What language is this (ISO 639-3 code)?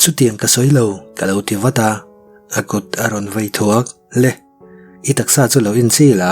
lus